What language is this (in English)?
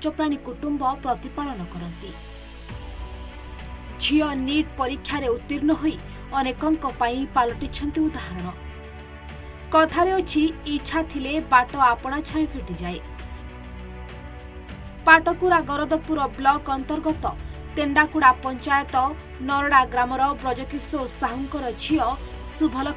Odia